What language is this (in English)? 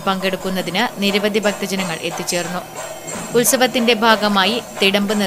Malayalam